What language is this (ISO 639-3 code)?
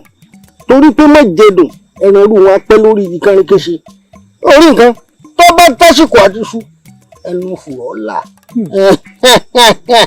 yor